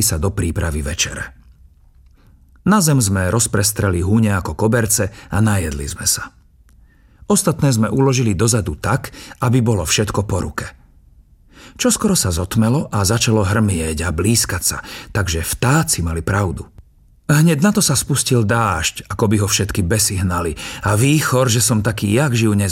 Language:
Slovak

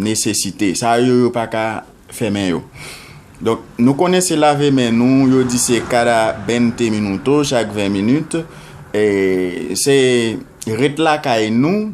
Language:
Haitian Creole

